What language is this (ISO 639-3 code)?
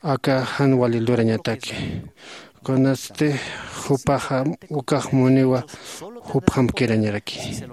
aym